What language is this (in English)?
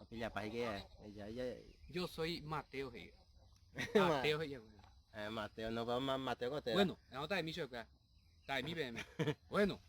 Guarani